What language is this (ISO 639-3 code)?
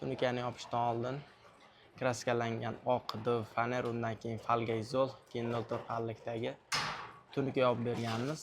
uzb